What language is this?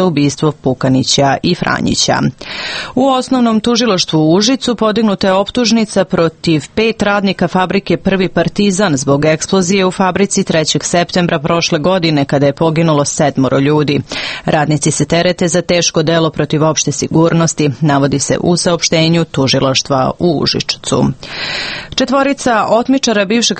Serbian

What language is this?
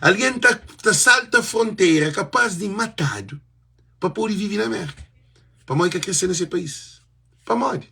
Kabuverdianu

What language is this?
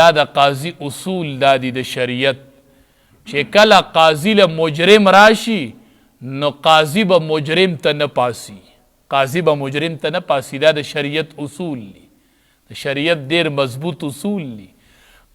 Pashto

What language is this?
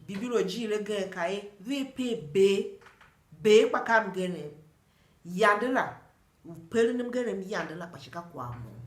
Tiv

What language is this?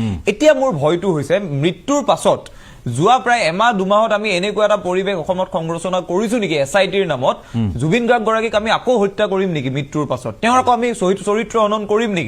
Assamese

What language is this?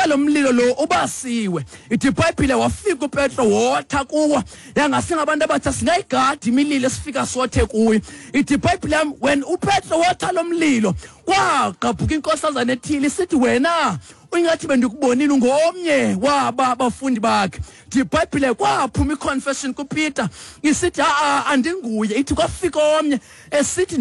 Xhosa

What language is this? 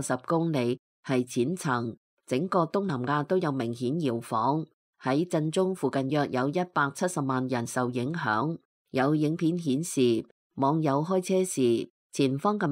Cantonese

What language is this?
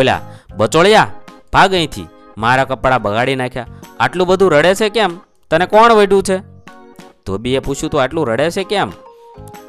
Gujarati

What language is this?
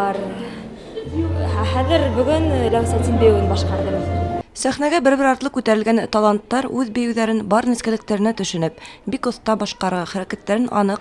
Bashkir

